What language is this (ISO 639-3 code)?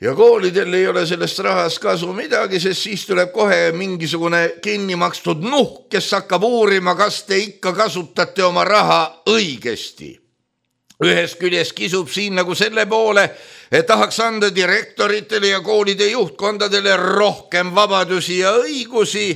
est